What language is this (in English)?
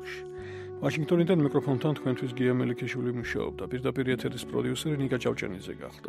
Georgian